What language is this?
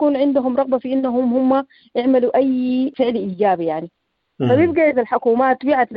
Sudanese Arabic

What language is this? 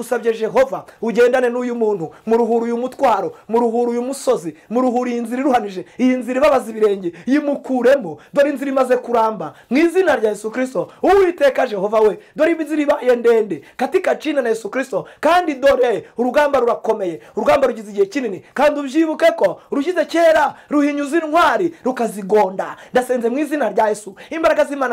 Kinyarwanda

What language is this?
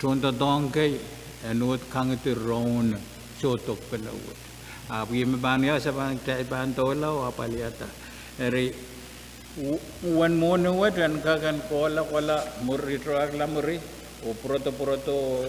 Pohnpeian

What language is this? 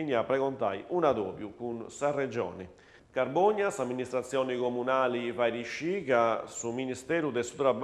Sardinian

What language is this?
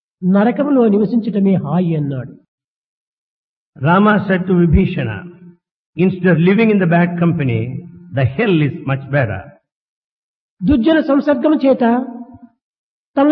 Telugu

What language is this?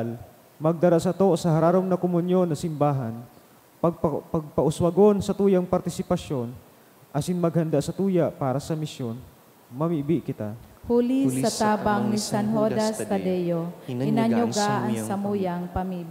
Bikol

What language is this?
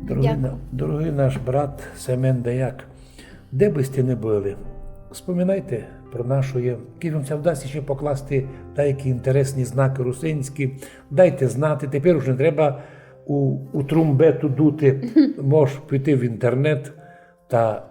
Rusyn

